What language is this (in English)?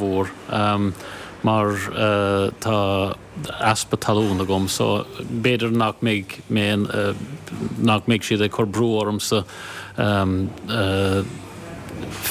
Irish